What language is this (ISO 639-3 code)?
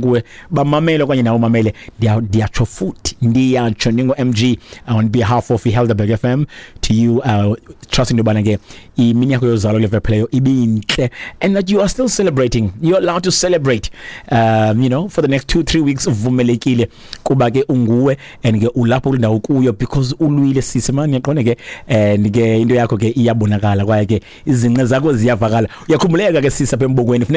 xho